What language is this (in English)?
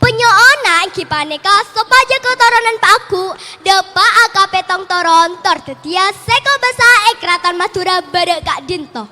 Madurese